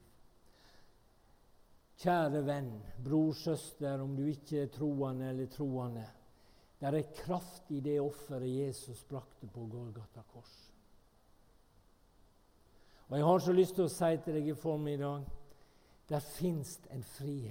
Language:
Norwegian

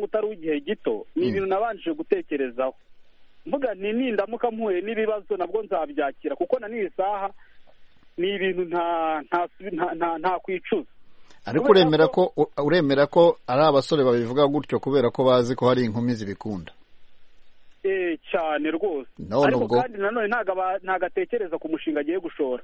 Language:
Kinyarwanda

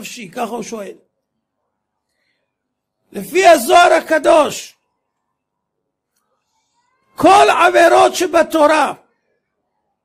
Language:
Hebrew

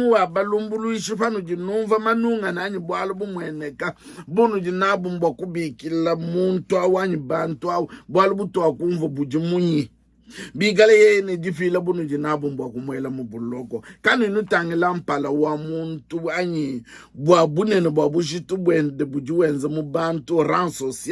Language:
Luba-Lulua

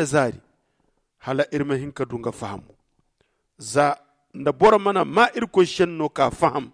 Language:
Zarma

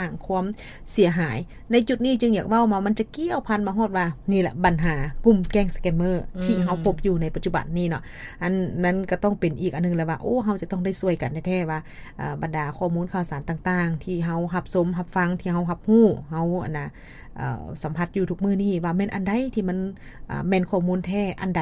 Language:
Lao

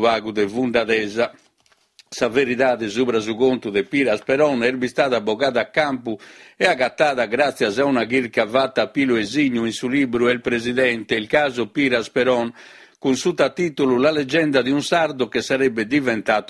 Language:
Sardinian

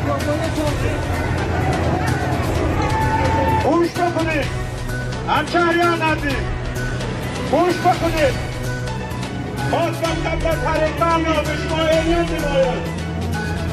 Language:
Persian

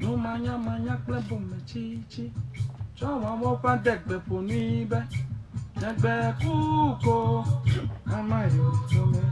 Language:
Ewe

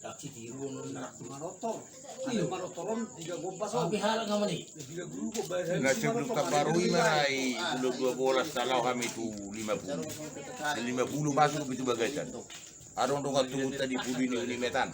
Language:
Batak Toba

